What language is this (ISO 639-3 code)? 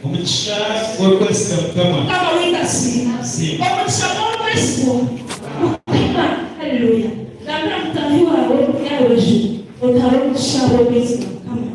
nyn